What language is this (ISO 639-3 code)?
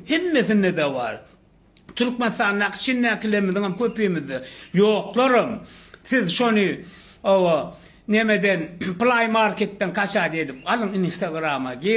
tuk